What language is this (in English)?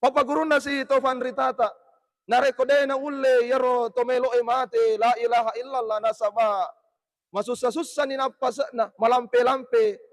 Buginese